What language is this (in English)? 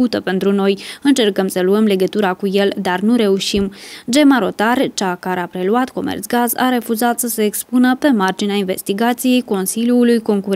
Romanian